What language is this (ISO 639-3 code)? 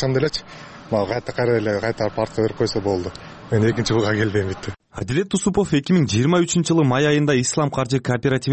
kir